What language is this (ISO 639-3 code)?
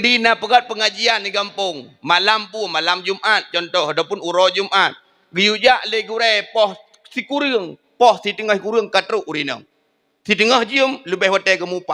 ace